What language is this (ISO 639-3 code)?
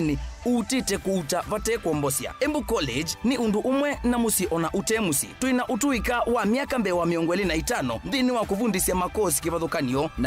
kam